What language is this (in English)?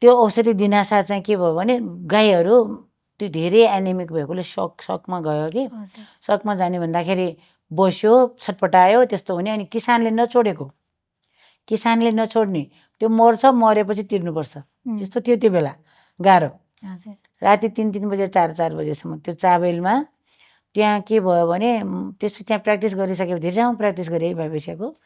Nepali